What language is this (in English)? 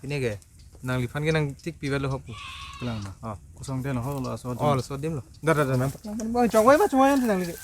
Karbi